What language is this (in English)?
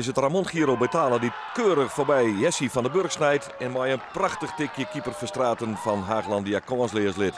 Western Frisian